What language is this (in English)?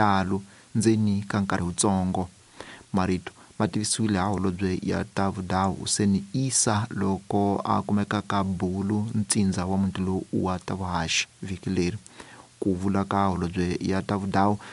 Tsonga